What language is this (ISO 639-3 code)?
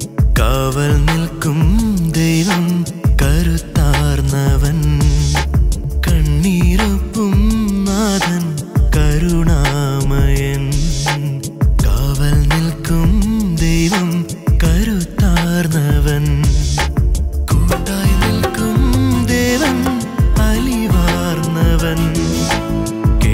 mal